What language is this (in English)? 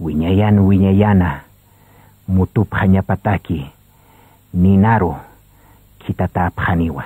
Aymara